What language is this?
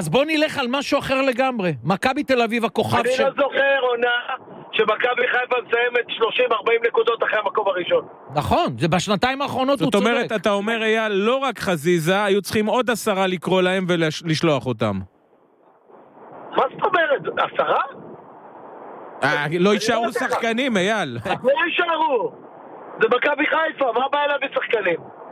Hebrew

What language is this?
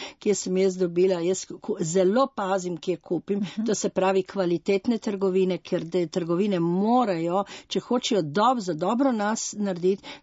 Slovenian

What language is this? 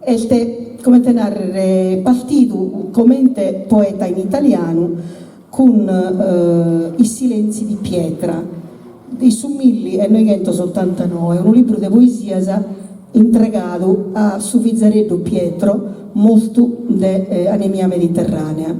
Sardinian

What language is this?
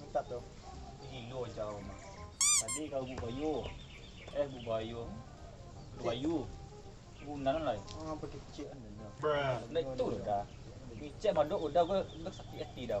Minangkabau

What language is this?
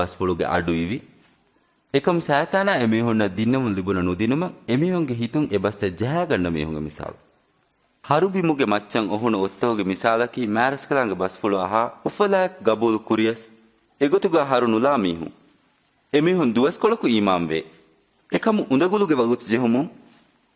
Divehi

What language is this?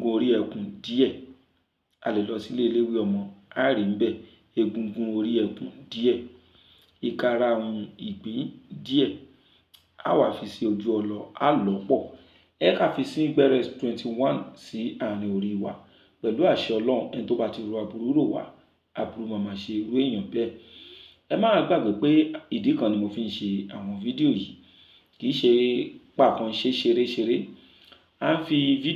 Yoruba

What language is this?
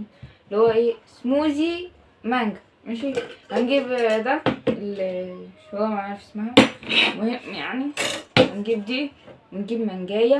Egyptian Arabic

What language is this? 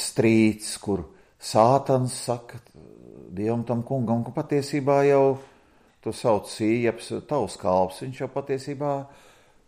Latvian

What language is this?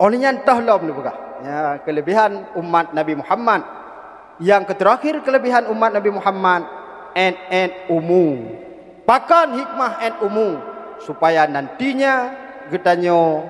Achinese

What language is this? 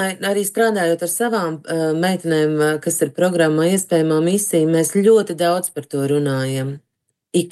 Latvian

